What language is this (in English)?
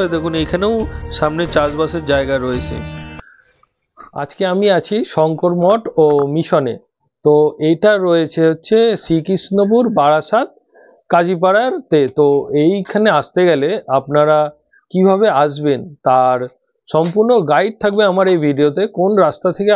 Bangla